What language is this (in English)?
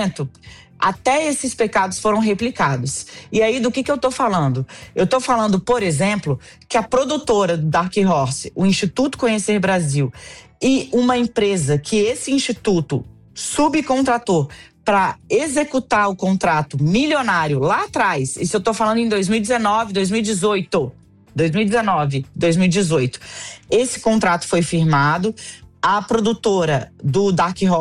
Portuguese